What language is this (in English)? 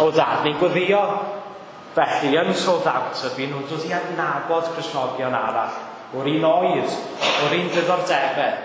Welsh